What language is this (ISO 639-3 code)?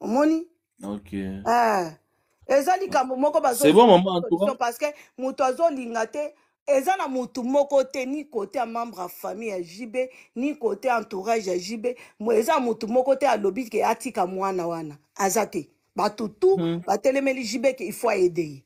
lin